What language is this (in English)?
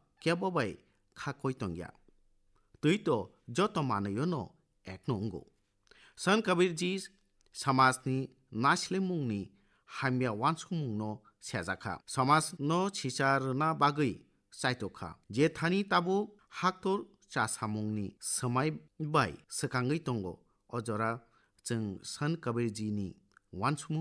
Kok Borok